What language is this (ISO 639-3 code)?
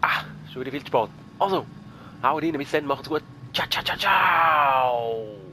gsw